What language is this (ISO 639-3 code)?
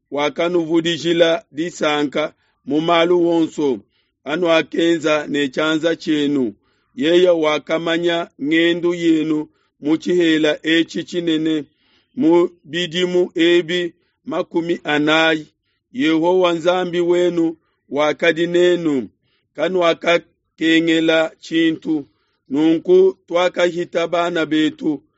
lua